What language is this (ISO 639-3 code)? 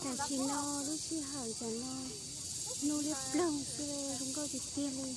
hmn